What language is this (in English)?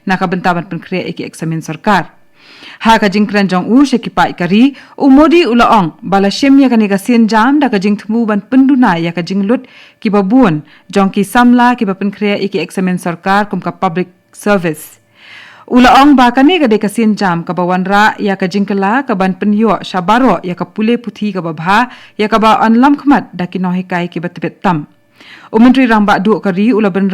Khasi